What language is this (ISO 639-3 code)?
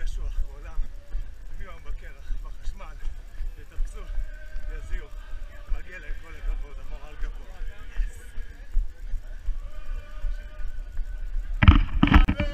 heb